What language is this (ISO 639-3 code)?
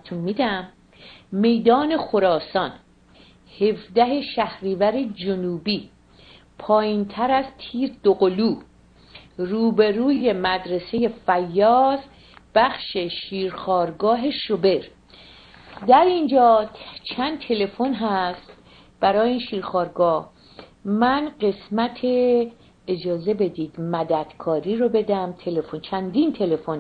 fas